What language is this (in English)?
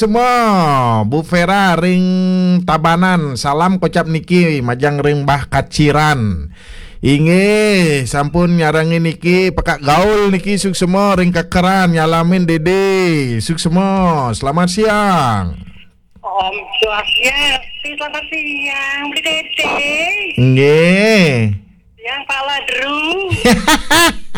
Balinese